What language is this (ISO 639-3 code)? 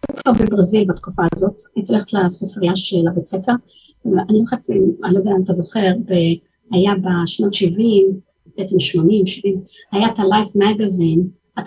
heb